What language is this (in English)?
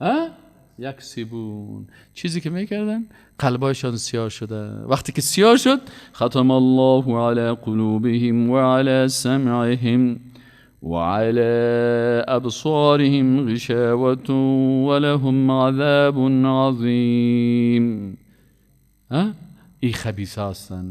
Persian